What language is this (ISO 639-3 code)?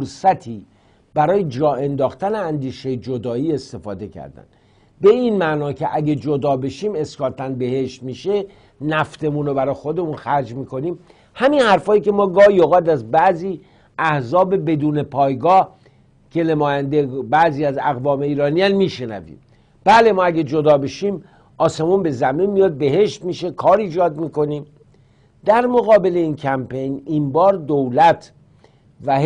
fas